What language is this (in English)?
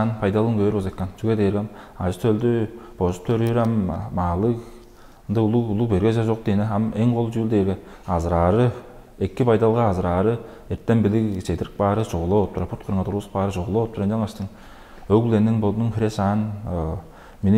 Tuvinian